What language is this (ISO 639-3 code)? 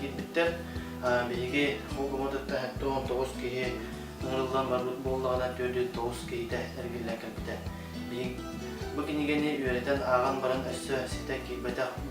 sah